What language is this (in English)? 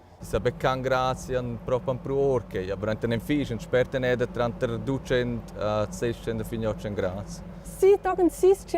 Romansh